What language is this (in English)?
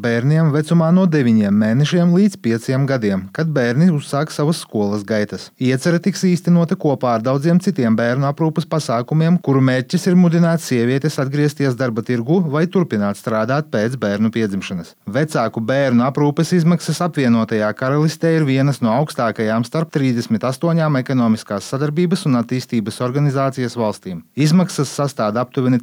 Latvian